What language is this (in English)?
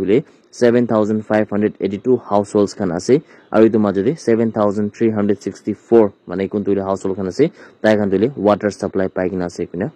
Naga Pidgin